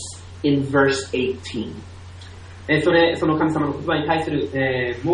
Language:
Japanese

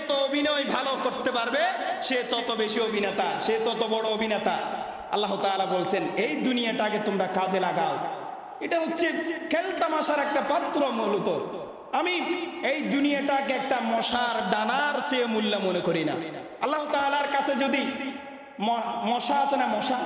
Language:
Bangla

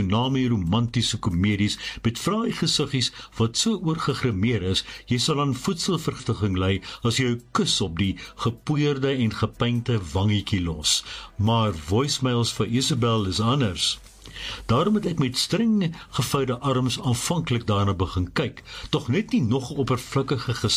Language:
Afrikaans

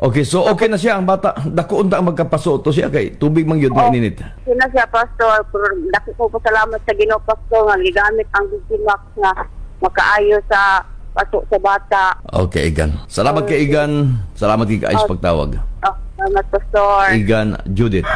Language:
Cebuano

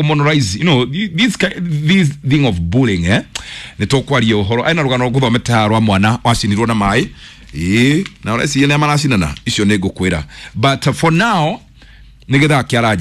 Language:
Kikuyu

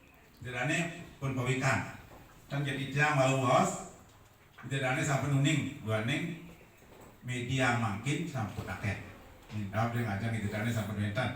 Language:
Balinese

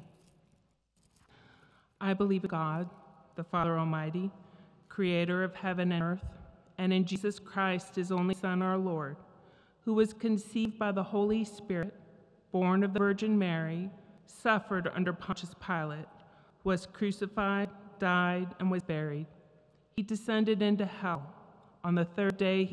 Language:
English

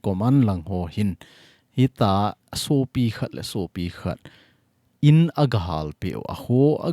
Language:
Thado Chin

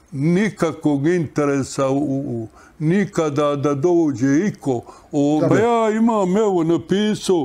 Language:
Bosnian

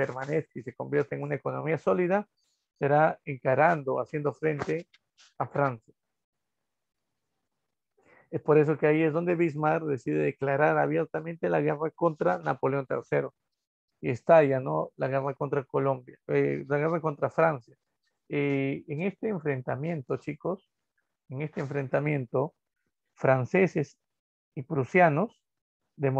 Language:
Spanish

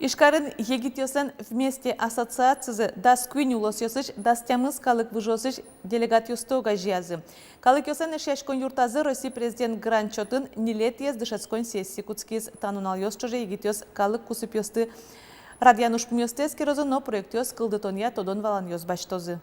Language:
Udmurt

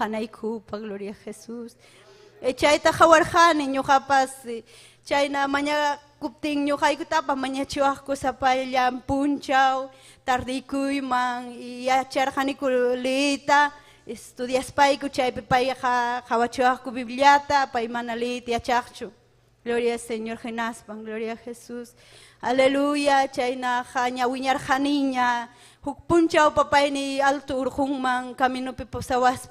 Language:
Ayacucho Quechua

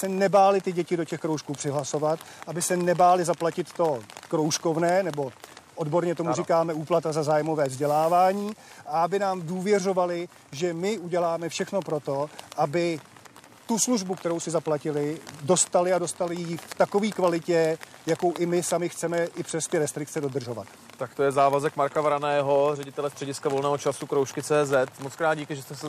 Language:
Czech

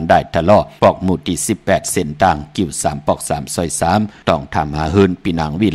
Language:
Shan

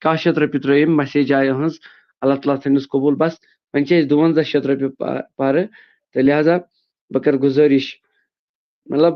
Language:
Kashmiri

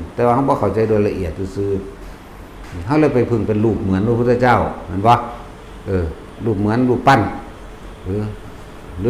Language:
Northeastern Thai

